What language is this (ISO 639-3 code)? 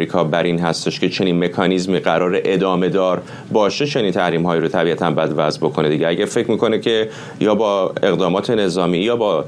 fas